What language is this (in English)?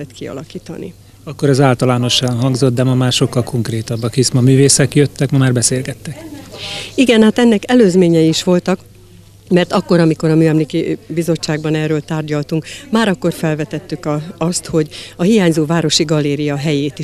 Hungarian